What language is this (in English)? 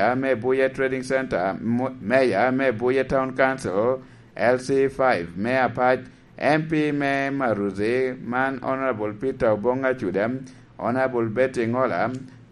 Lango (Uganda)